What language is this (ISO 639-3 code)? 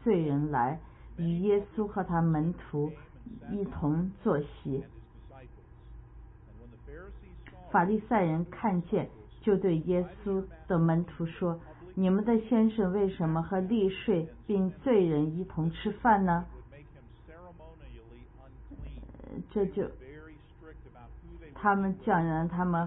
zho